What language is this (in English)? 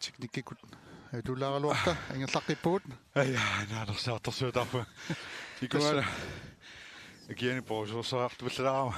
Kalaallisut